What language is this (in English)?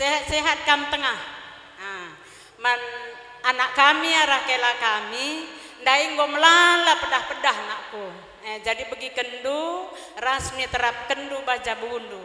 Batak Karo